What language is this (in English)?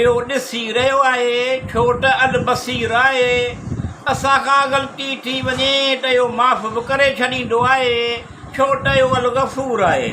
Sindhi